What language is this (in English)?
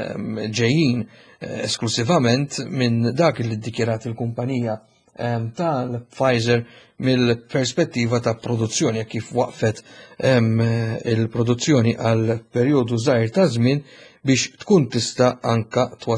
Maltese